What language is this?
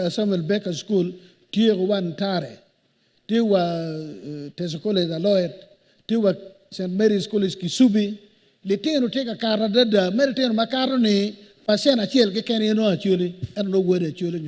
Acoli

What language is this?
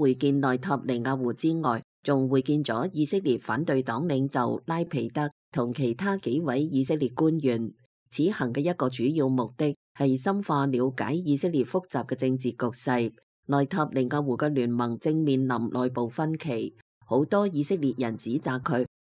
Cantonese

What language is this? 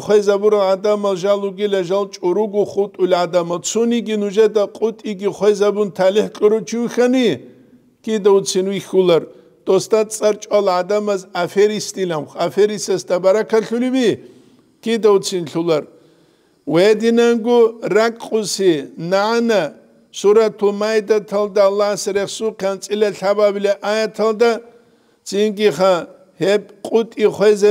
Avaric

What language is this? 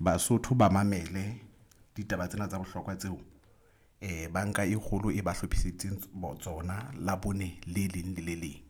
Southern Sotho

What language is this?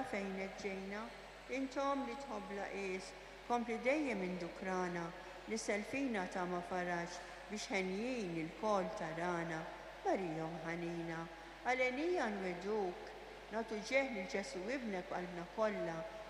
Maltese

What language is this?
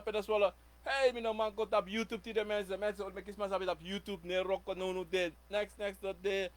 Sranan Tongo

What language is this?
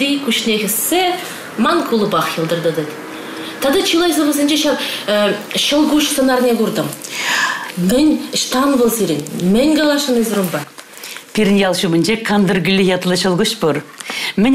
Chuvash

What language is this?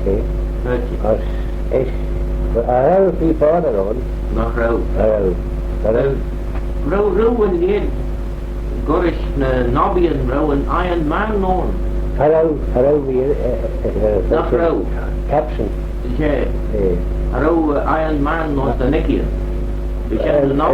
Manx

